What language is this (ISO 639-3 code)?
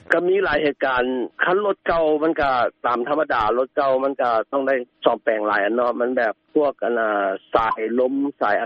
lao